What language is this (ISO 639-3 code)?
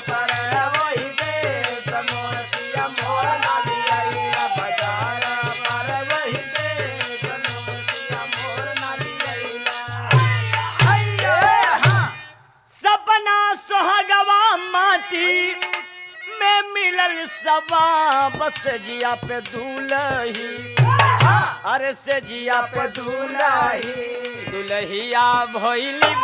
bho